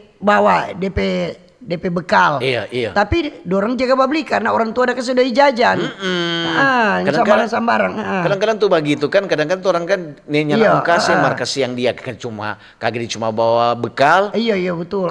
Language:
Manado Malay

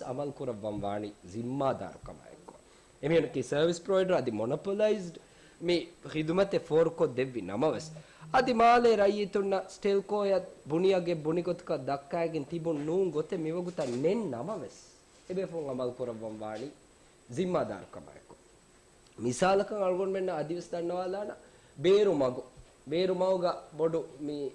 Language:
Divehi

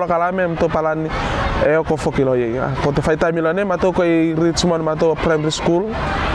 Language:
Tuvalu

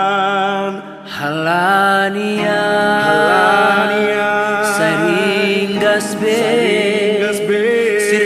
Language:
Batak Simalungun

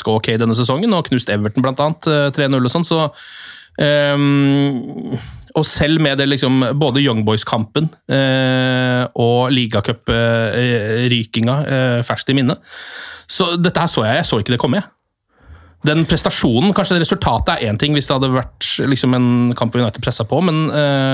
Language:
Norwegian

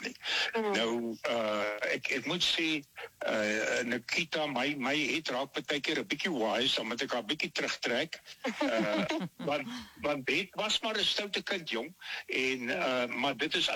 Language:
Afrikaans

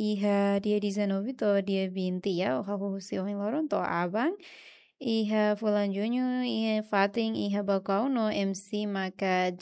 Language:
Tetum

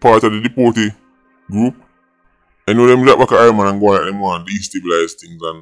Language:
Jamaican Creole English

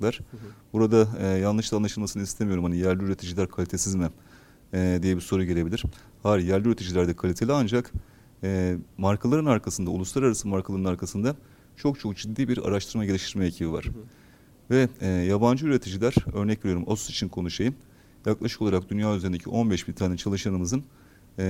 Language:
Turkish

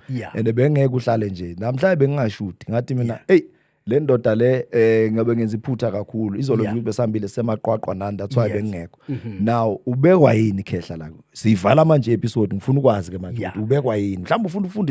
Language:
Zulu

